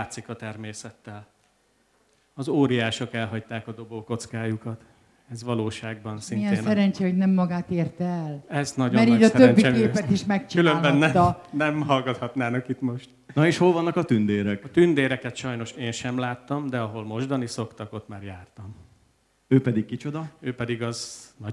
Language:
Hungarian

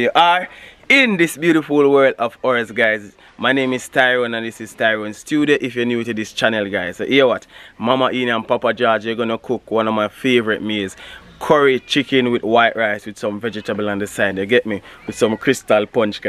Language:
Jamaican Creole English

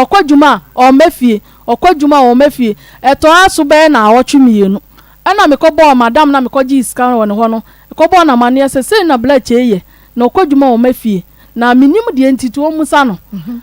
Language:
Akan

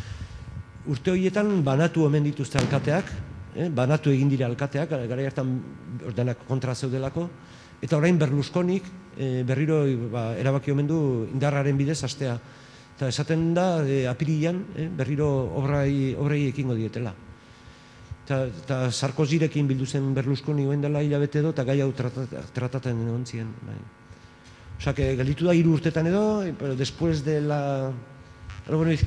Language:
Basque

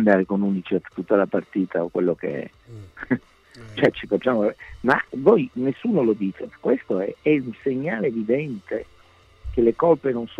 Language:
Italian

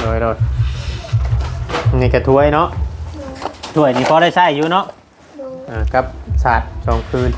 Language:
Northeastern Thai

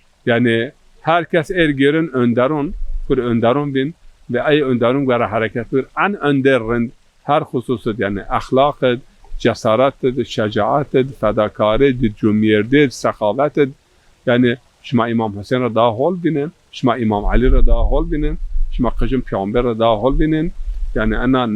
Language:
Zaza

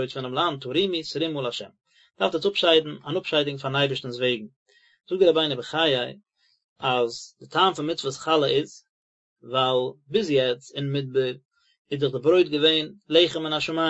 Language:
Yiddish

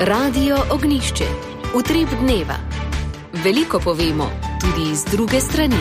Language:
Slovenian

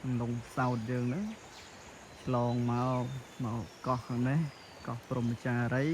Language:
Khmer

